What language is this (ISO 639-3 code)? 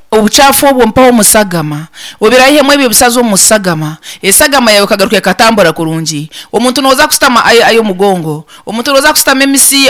nyn